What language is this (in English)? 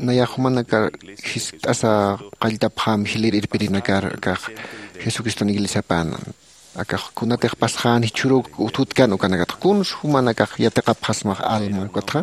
Aymara